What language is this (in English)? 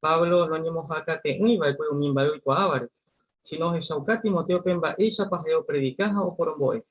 Guarani